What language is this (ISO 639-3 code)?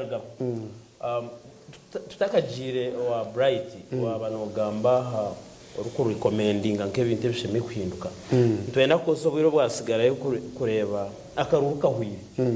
nyn